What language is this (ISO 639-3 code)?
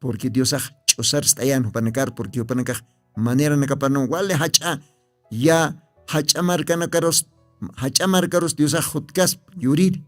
aym